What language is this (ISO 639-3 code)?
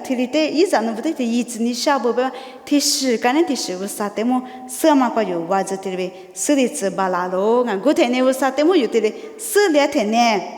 lis